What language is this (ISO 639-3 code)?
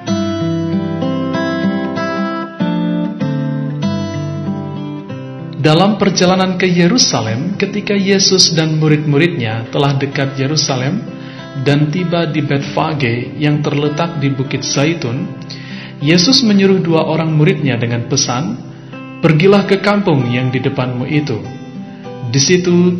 ind